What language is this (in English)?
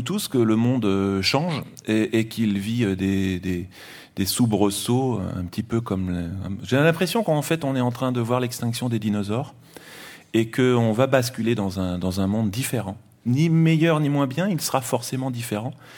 French